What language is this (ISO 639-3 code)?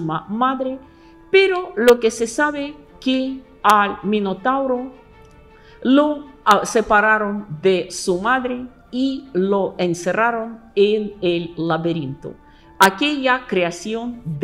spa